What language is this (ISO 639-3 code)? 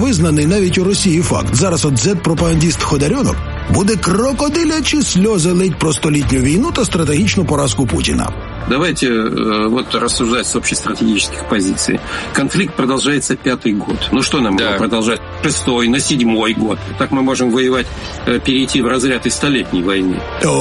ukr